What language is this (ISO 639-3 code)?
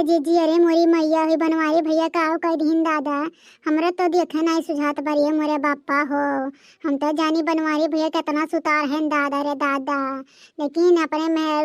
awa